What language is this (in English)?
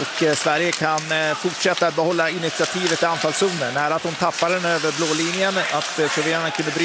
Swedish